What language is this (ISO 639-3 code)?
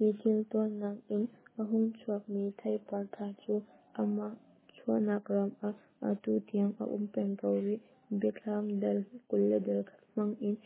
cnh